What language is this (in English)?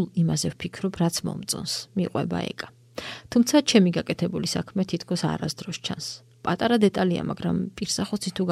Georgian